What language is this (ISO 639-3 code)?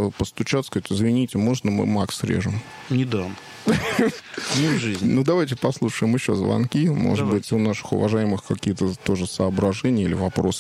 rus